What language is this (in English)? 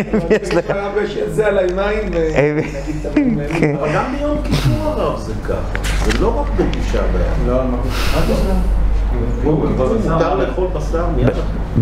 Hebrew